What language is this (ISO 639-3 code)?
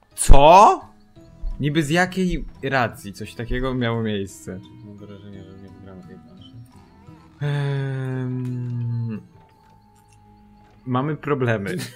pol